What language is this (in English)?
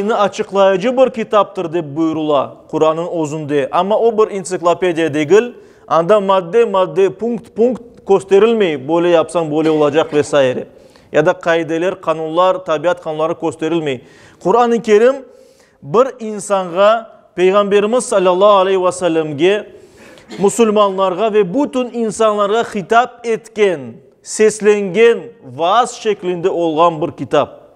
Crimean Tatar